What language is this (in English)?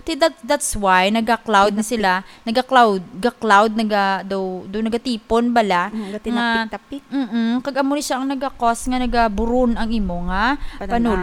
Hiligaynon